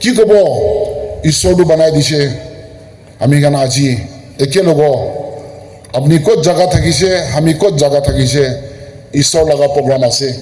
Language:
Naga Pidgin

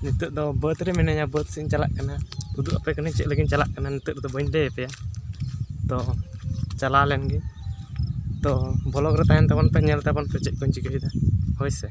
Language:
Santali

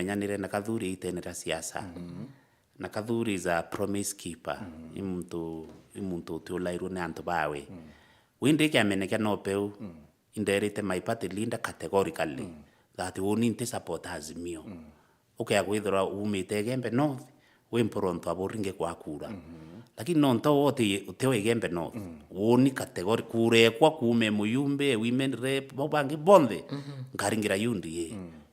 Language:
Meru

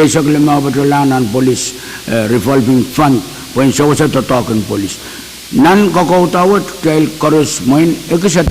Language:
Pohnpeian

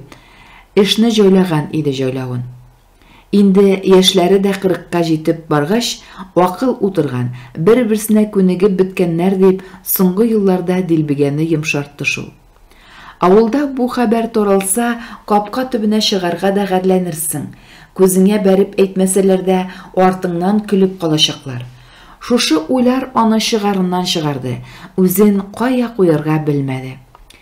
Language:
Tatar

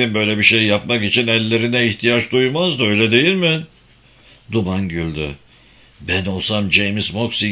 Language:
Turkish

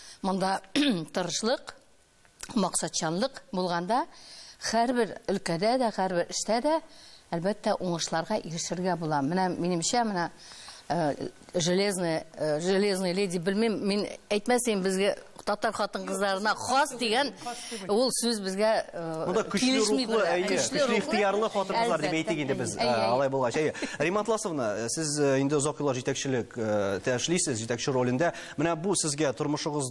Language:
Tatar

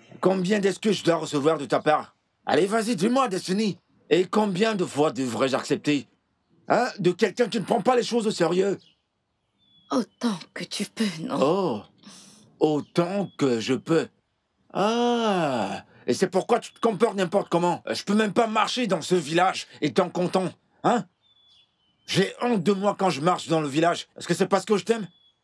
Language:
French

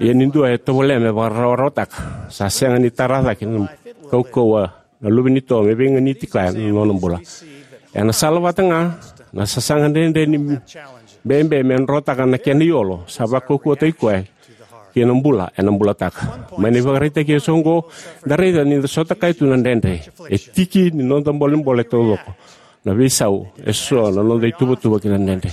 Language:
Fijian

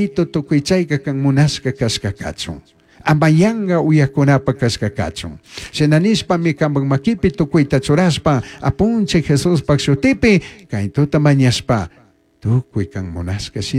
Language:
Chimborazo Highland Quichua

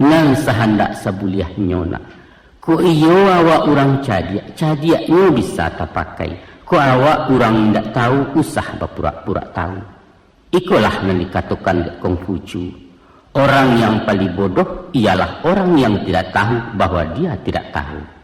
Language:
Minangkabau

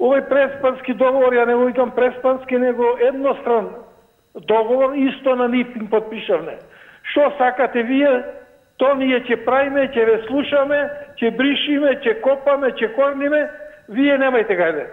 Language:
Macedonian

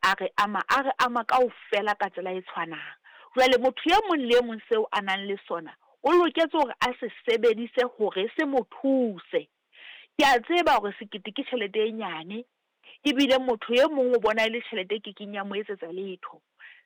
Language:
Southern Sotho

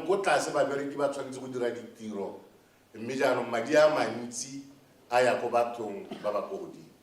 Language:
Tswana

